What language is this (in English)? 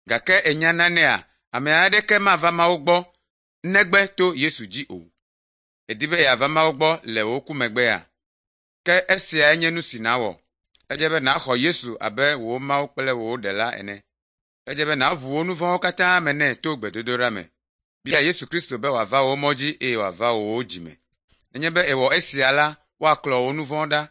Ewe